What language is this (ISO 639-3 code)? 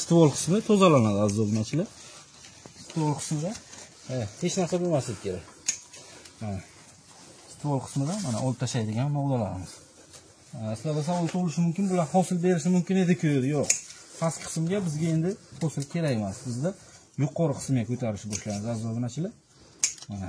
uzb